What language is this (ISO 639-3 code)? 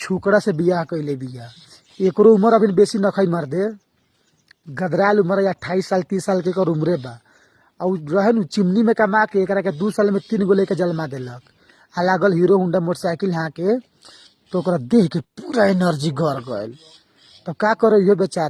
bho